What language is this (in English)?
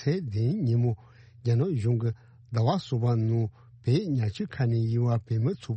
Tibetan